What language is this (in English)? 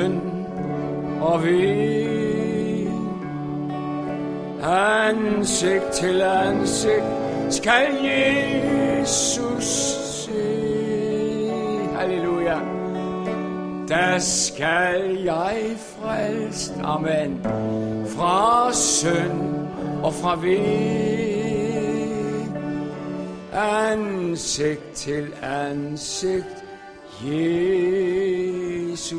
Danish